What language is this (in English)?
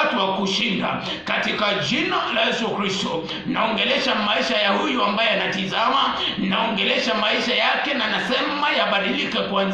Swahili